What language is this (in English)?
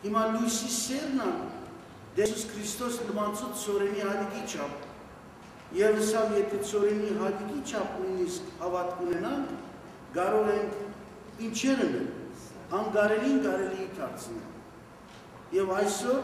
Western Armenian